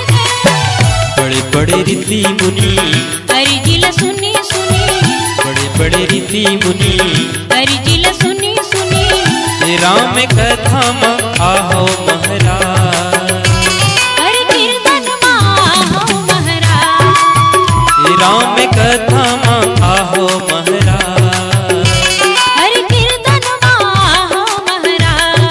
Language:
Chhattisgarhi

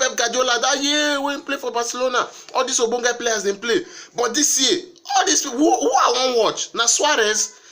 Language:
Nigerian Pidgin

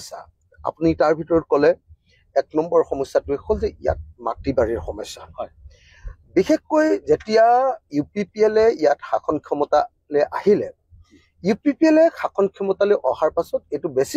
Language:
Assamese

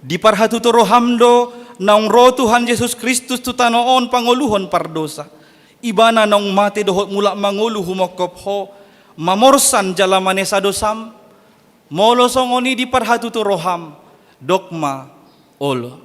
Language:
Batak Toba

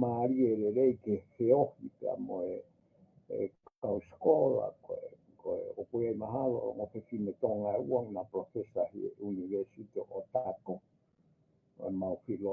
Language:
Tongan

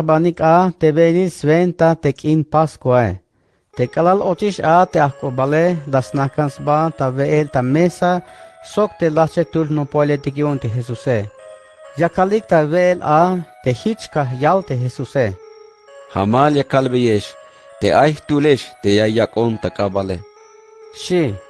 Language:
Tzeltal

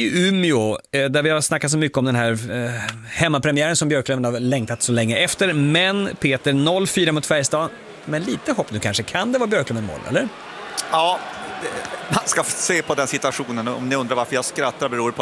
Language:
Swedish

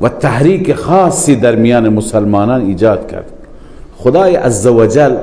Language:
Persian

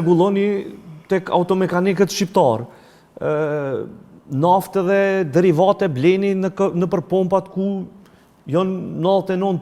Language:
Albanian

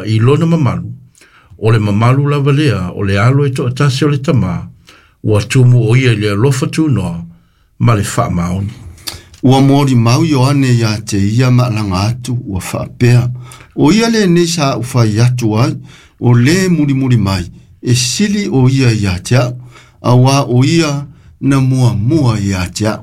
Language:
Samoan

